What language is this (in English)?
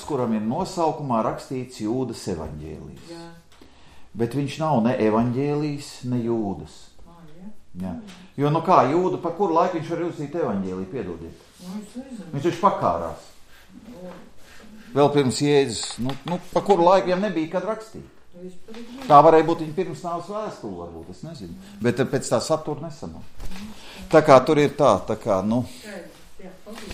Latvian